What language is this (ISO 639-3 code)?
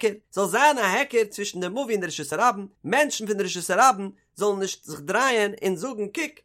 yid